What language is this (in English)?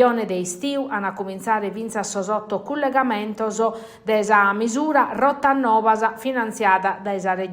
Sardinian